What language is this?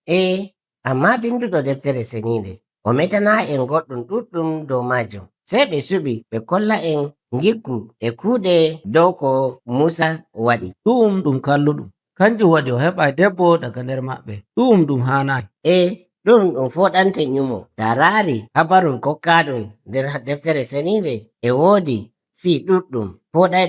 Nigerian Fulfulde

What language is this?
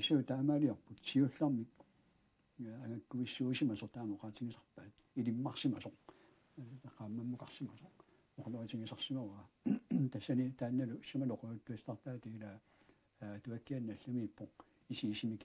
Kalaallisut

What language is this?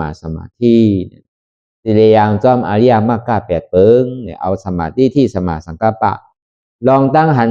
Shan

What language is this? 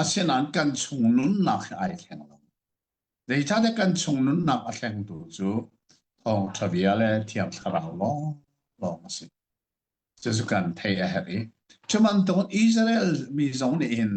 Hakha Chin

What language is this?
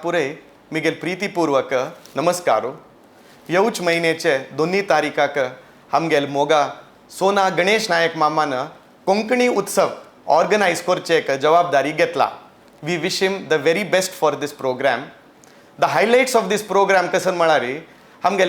Konkani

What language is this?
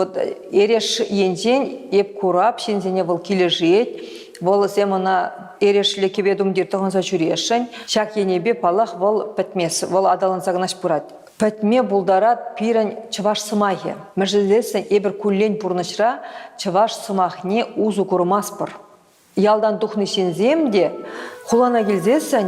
Chuvash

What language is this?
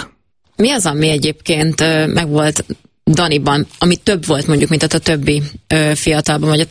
Hungarian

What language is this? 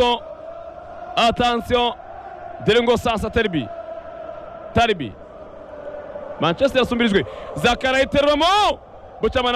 Kinyarwanda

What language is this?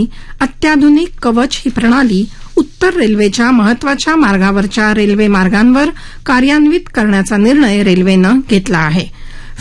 Marathi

